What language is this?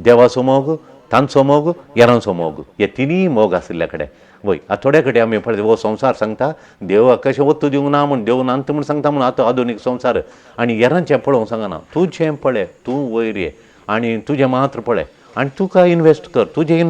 Konkani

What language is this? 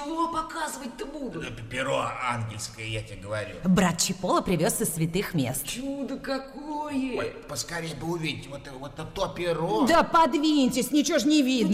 Russian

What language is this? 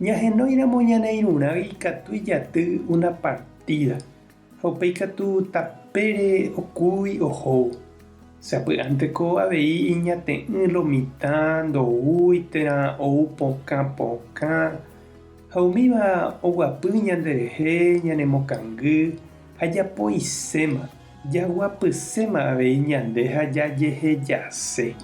Guarani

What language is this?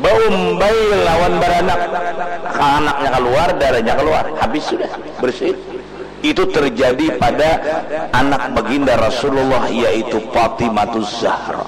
Banjar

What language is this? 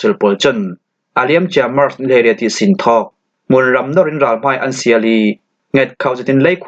Falam Chin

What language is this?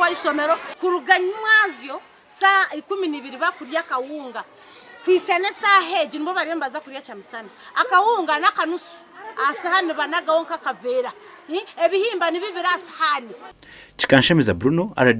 Nyankole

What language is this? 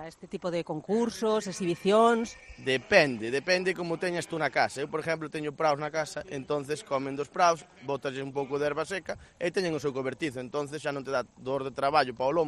Galician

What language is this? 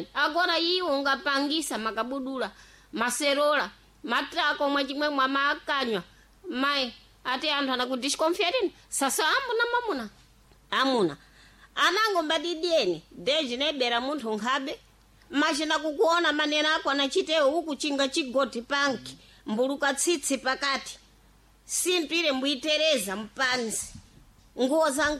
Sena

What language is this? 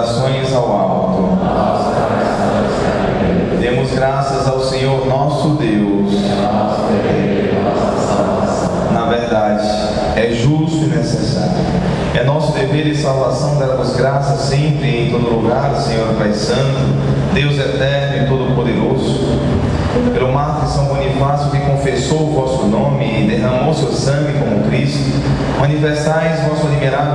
Portuguese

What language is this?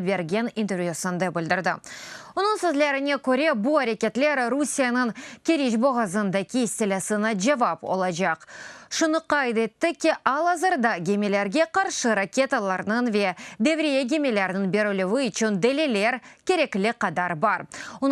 Crimean Tatar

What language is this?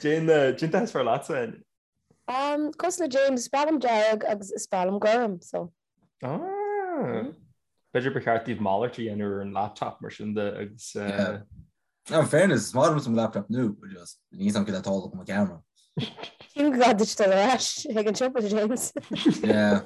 Irish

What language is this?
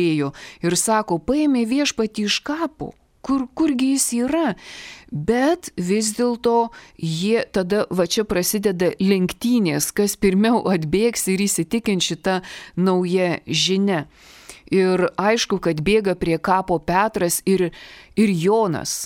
Lithuanian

